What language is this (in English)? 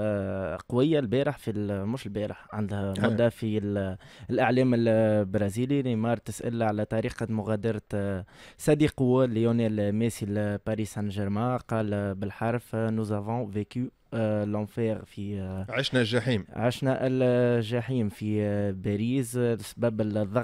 Tunisian Arabic